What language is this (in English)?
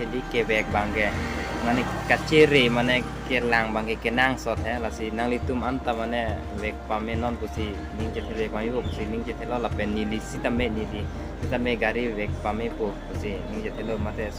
Karbi